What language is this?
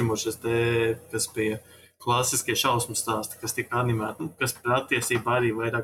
Latvian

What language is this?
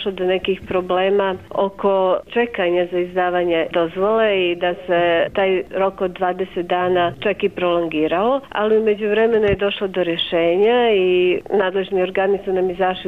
Bosnian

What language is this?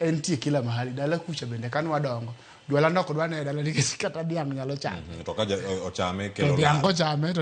Luo (Kenya and Tanzania)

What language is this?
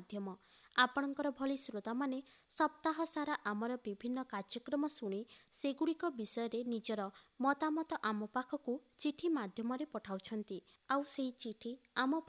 Odia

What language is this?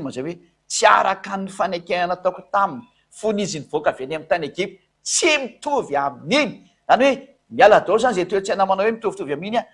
Malagasy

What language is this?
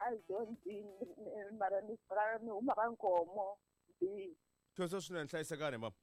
Tsonga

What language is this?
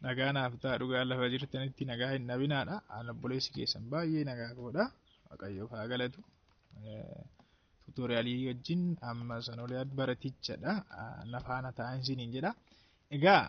Oromo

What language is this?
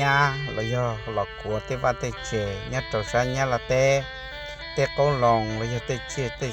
Hmong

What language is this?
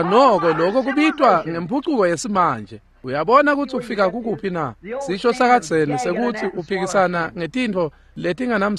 Swati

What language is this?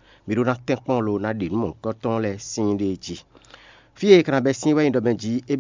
Fon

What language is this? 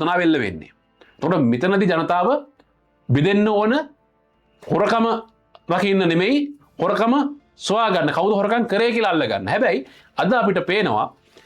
Sinhala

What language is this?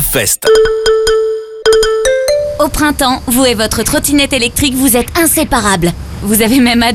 French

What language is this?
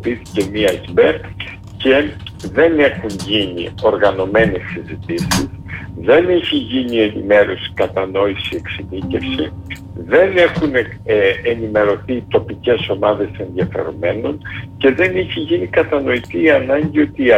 Greek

